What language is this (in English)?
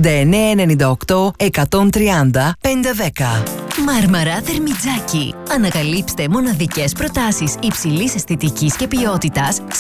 Greek